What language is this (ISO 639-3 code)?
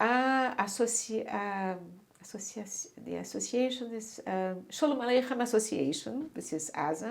yid